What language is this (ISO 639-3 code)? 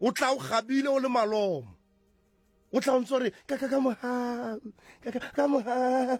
sot